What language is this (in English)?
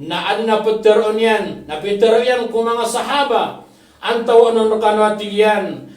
Maranao